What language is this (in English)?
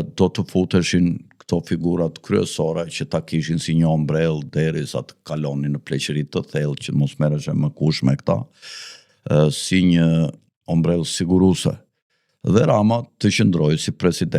Albanian